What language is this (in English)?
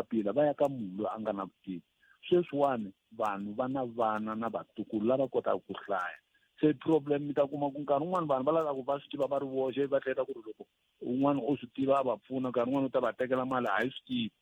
Tsonga